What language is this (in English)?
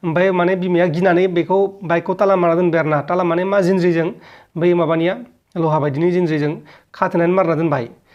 Bodo